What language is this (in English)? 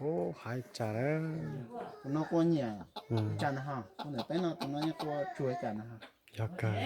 Hmong